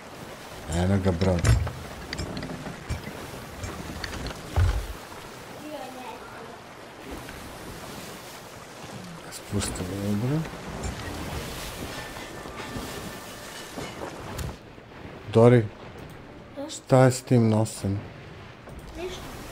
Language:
Serbian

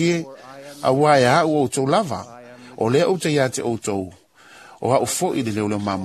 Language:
Samoan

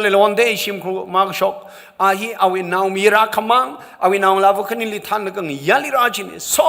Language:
Tangkhul Naga (India)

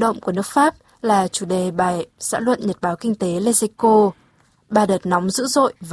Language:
Vietnamese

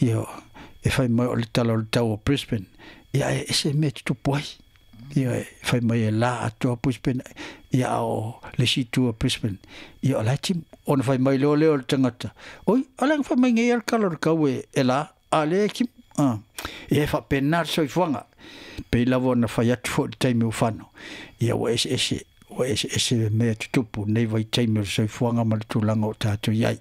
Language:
Samoan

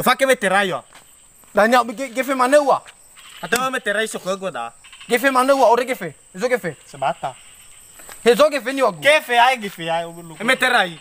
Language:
Nias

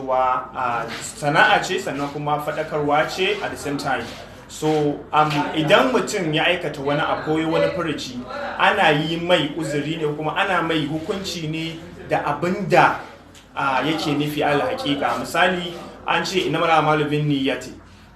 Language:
Hausa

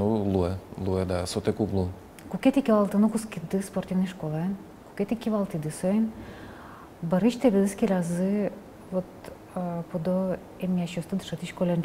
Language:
Udmurt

